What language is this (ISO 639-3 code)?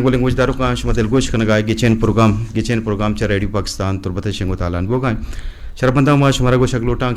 bgp